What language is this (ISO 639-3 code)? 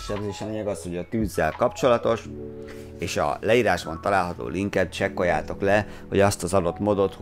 hun